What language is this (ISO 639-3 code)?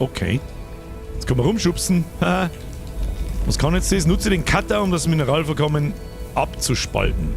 bar